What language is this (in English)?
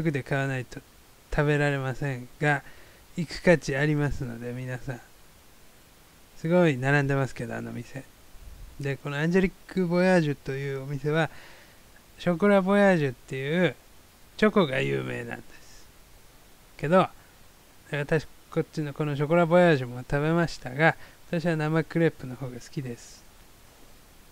Japanese